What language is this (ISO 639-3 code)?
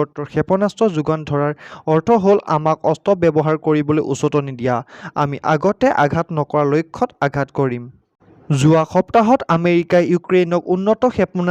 asm